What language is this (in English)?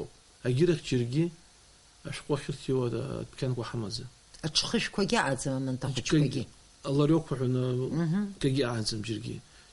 Abkhazian